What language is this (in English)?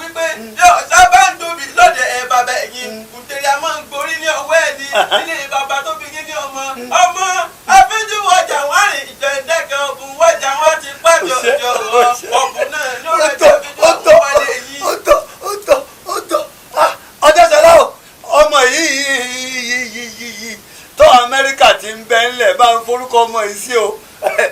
Yoruba